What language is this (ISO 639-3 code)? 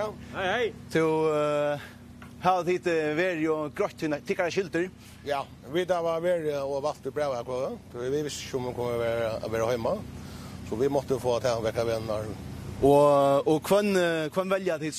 fao